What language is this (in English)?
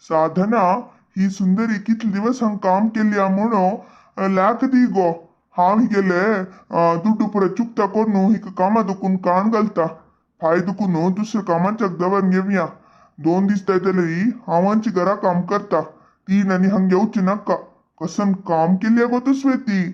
Konkani